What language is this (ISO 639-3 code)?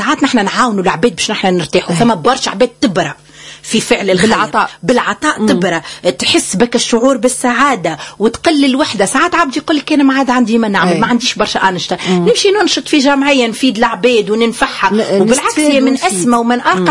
aeb